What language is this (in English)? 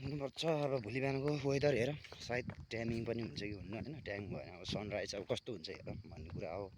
Nepali